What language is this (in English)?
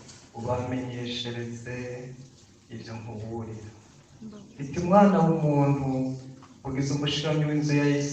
Rundi